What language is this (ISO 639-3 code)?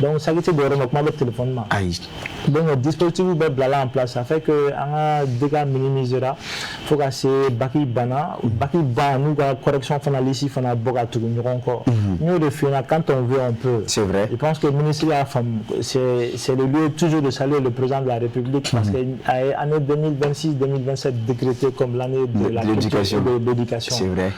bam